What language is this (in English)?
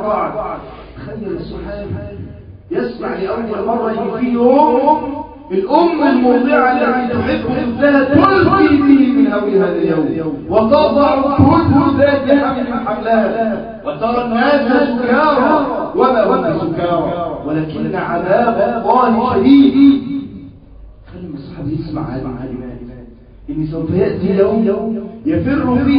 Egyptian Arabic